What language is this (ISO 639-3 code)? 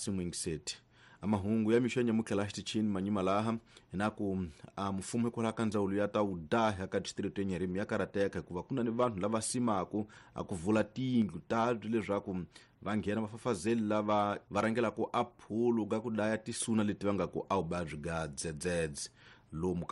tso